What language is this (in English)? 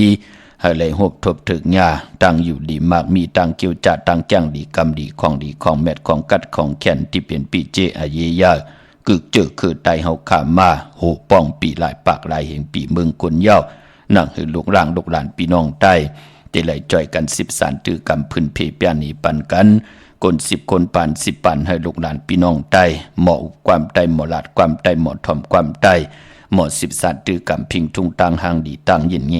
Shan